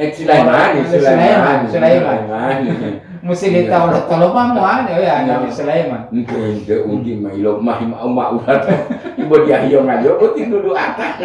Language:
Gorontalo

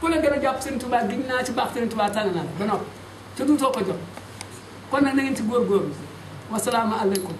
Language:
Wolof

